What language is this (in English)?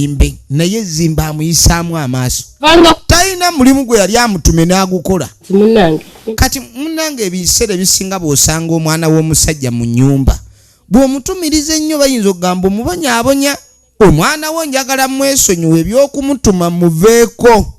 Ganda